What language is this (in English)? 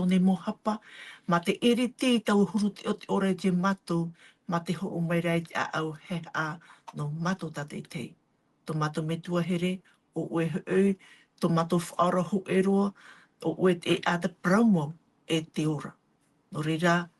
Tahitian